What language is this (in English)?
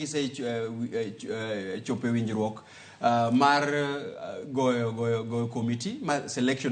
Luo (Kenya and Tanzania)